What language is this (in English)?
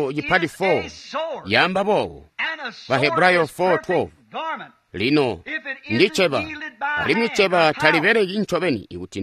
Tonga (Zambia)